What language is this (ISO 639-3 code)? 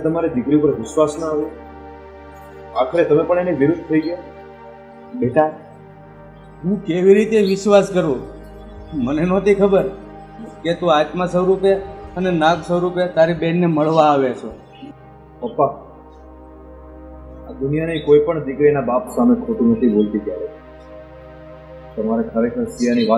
guj